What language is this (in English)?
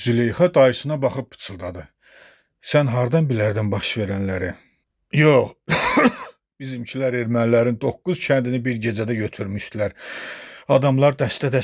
Azerbaijani